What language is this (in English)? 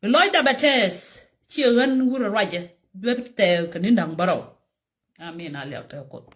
Nuer